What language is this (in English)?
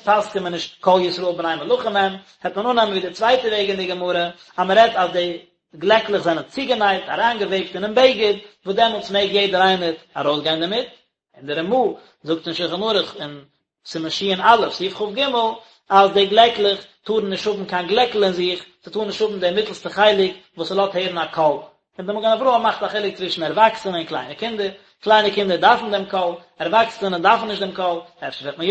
Yiddish